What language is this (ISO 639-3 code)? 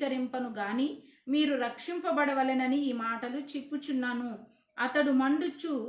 kff